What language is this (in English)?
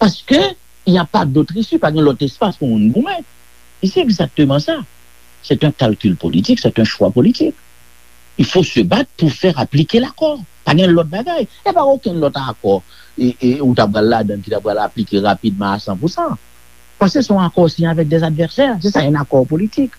Haitian Creole